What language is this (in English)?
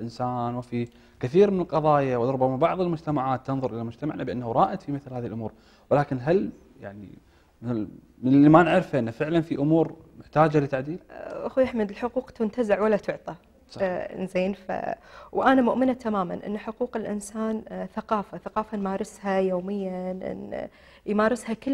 Gulf Arabic